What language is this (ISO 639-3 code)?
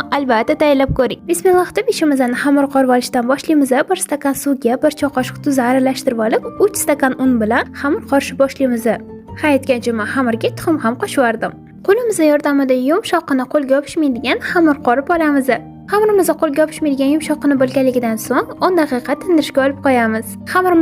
uzb